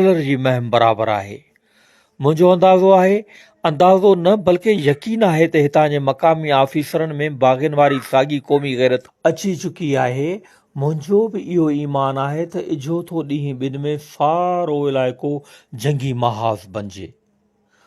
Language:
Sindhi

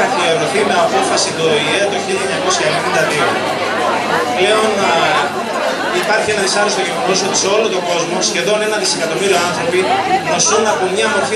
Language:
Greek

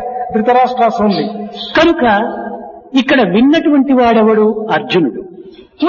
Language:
Telugu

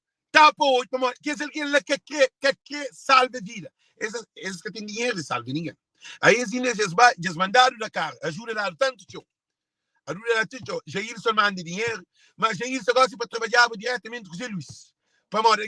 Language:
Kabuverdianu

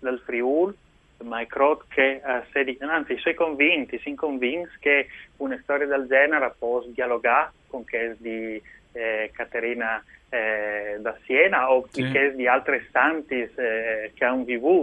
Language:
Friulian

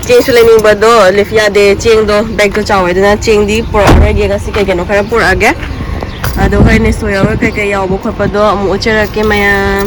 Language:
Manipuri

